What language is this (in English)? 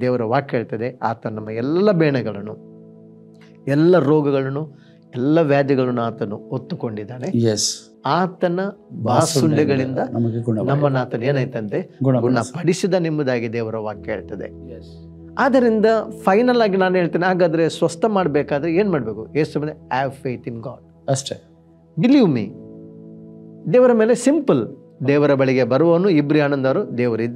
Kannada